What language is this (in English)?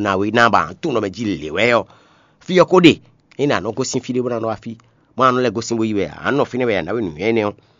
Fon